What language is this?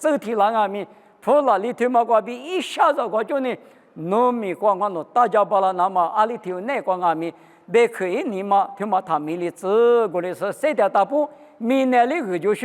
Lisu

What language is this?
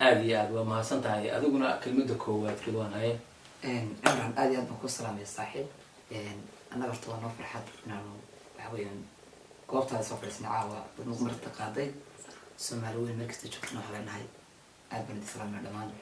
Somali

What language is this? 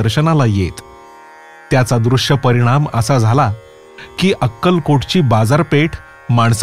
Marathi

